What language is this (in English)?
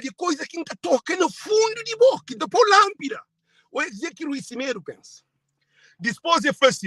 Kabuverdianu